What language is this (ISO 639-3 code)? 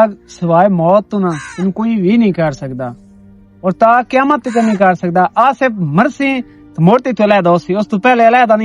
lah